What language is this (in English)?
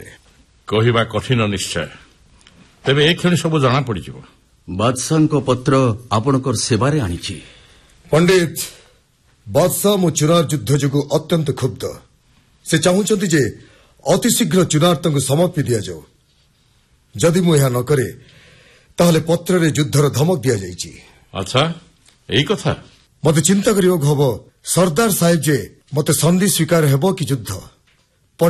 Odia